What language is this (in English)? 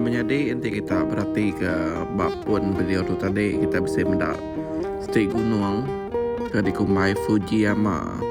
Iban